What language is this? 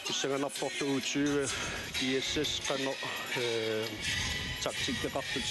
Kalaallisut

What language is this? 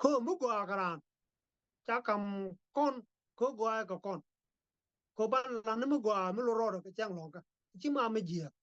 Nuer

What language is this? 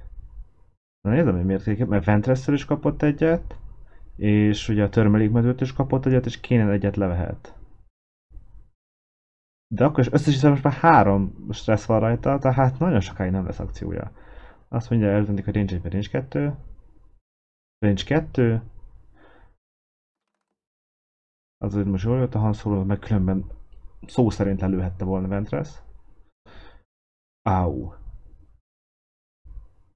Hungarian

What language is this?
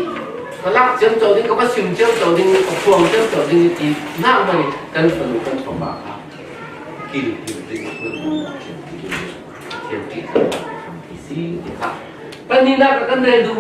Falam Chin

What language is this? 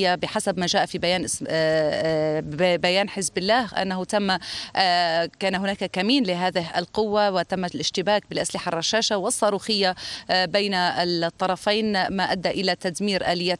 Arabic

